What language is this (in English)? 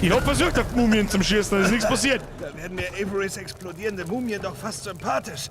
Bavarian